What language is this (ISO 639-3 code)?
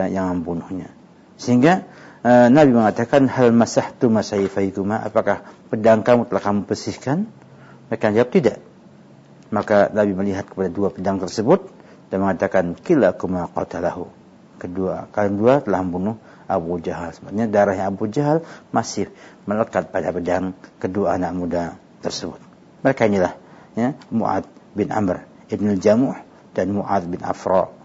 ind